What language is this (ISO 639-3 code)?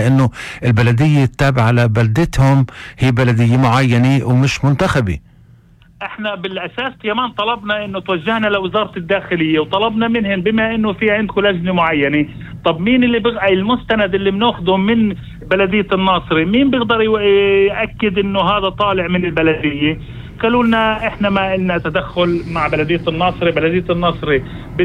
apc